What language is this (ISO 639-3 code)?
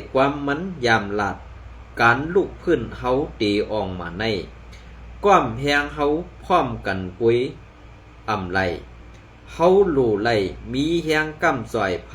shn